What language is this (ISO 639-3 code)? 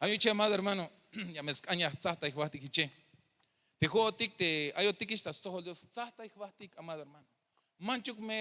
tzh